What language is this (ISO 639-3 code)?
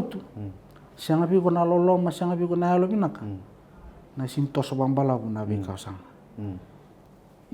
fij